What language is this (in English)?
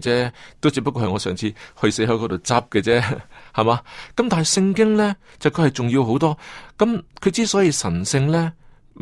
Cantonese